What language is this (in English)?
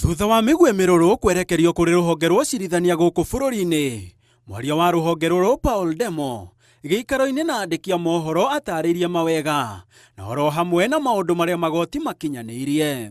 Kikuyu